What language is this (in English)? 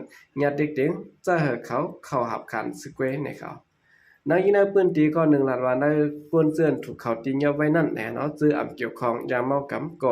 Shan